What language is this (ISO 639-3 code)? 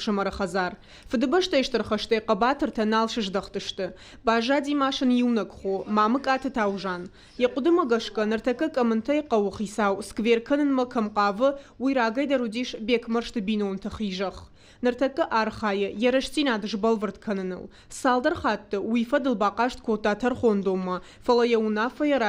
oss